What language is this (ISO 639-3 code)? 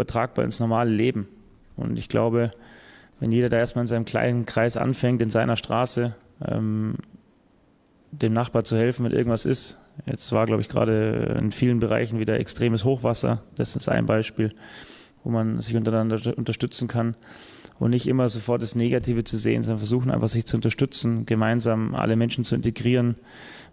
deu